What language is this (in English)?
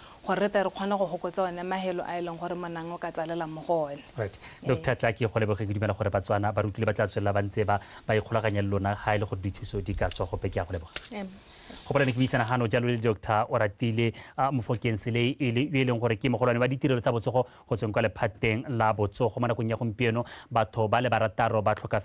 Tswana